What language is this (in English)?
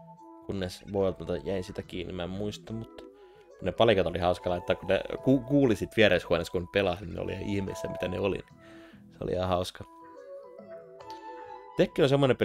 Finnish